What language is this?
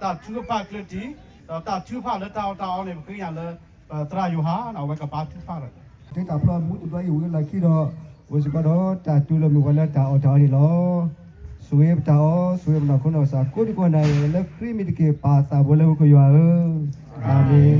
S'gaw Karen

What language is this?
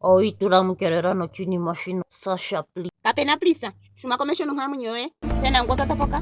Ndonga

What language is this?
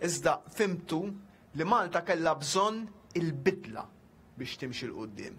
Maltese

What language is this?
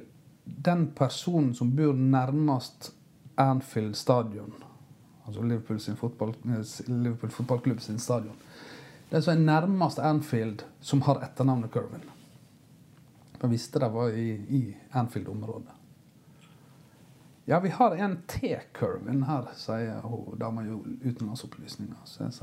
Norwegian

